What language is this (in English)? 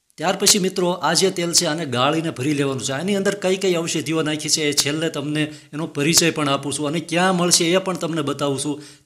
Gujarati